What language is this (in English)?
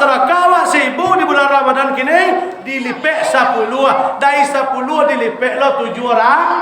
Minangkabau